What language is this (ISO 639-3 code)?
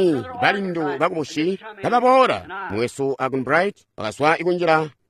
toi